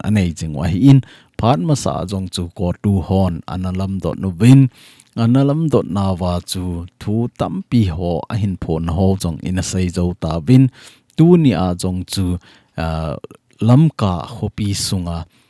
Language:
Thado Chin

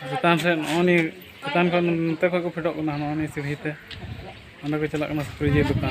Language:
Santali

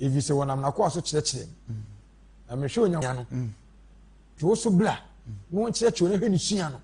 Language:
Akan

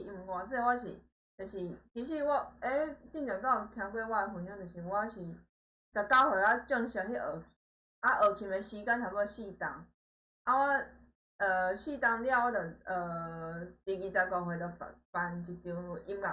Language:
Min Nan Chinese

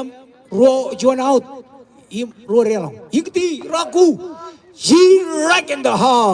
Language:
Marshallese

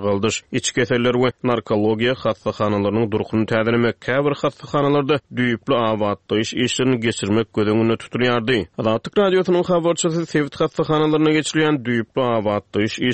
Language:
Turkmen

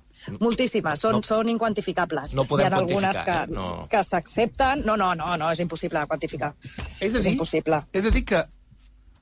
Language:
Catalan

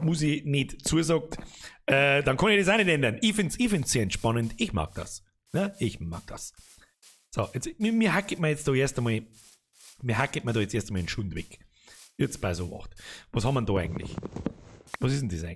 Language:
Bavarian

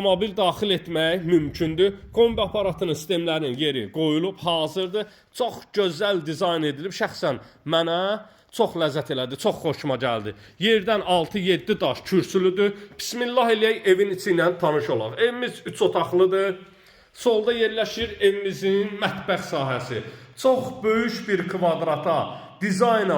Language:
Azerbaijani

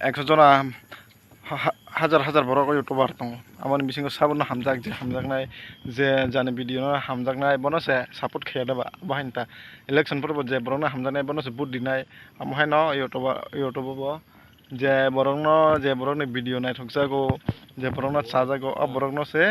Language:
Kok Borok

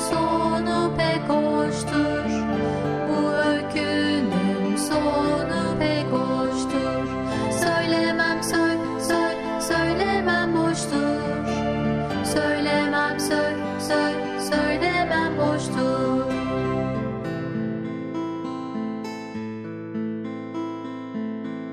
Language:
Turkish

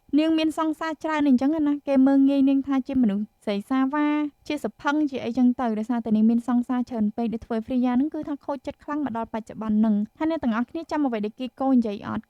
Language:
Khmer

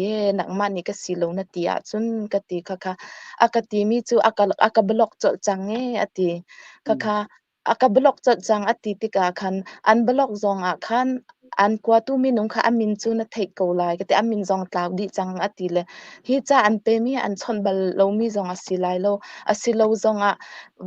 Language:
Hakha Chin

